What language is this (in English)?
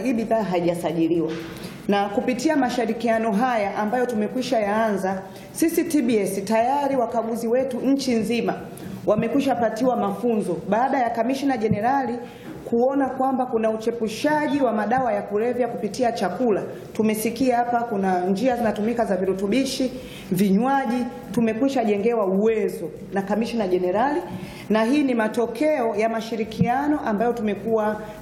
Swahili